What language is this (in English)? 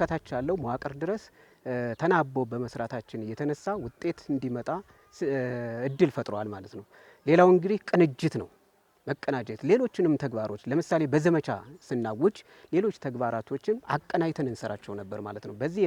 Amharic